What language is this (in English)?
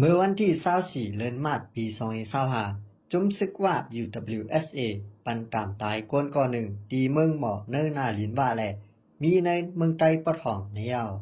Shan